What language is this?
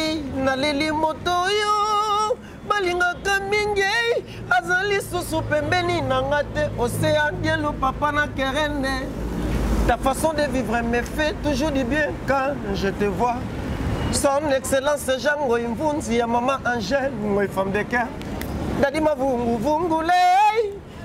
Lingala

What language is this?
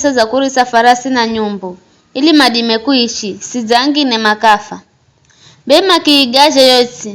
Giryama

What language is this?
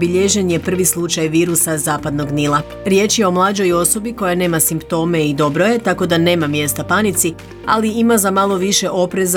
Croatian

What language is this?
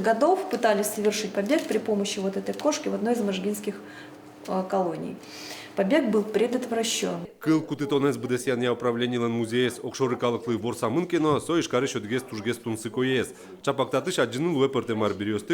Udmurt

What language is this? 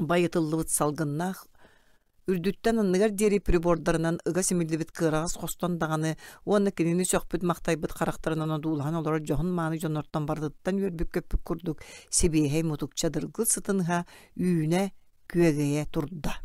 Yakut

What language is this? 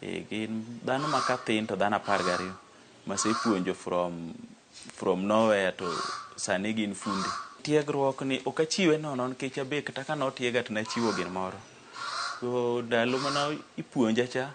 Luo (Kenya and Tanzania)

